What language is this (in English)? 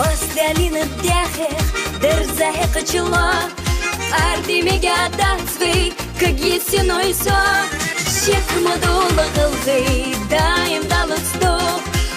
Ingush